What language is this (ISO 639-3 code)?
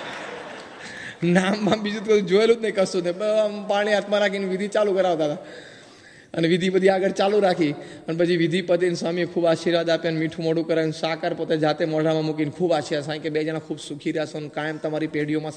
guj